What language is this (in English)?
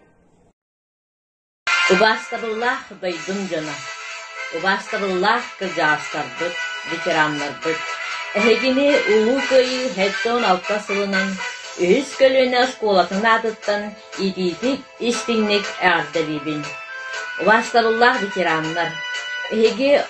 Yakut